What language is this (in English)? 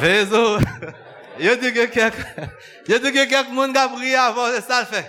Haitian Creole